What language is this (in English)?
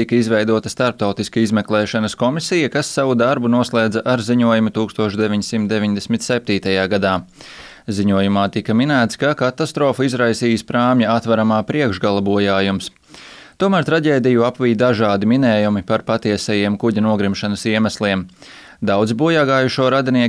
Latvian